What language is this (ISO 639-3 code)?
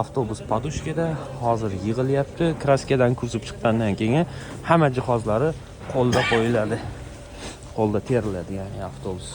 uzb